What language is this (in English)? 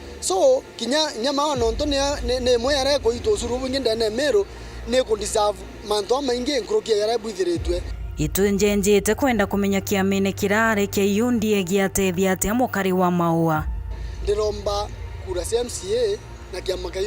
Meru